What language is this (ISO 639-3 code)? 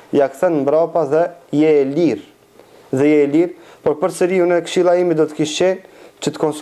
sqi